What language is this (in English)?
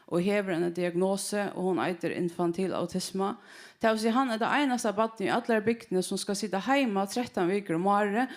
Faroese